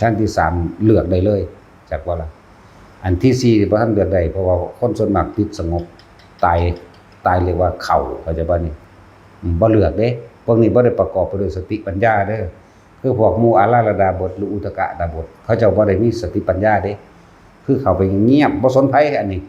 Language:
Northeastern Thai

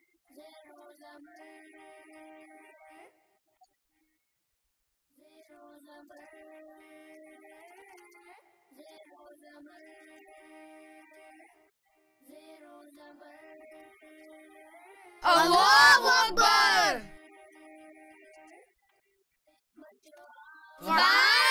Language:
Urdu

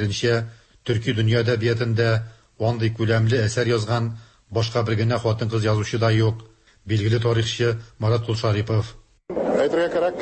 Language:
Tatar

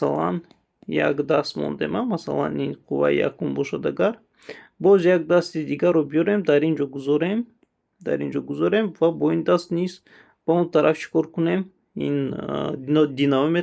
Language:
Tajik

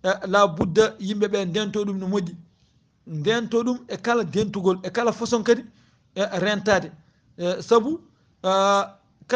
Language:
Fula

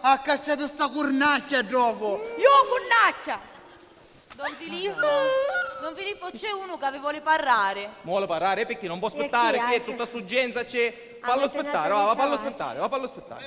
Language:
Sicilian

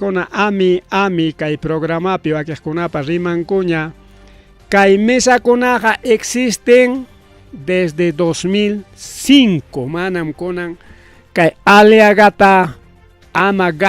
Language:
Ayacucho Quechua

